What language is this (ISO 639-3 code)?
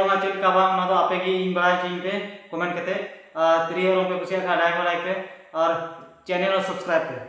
sat